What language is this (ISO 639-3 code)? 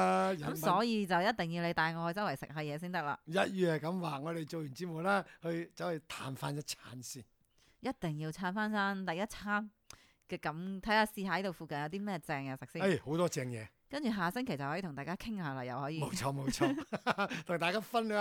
yue